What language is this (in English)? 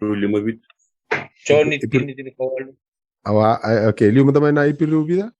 Fijian